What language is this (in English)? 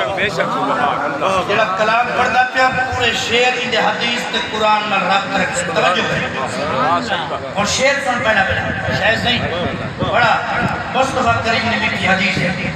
Saraiki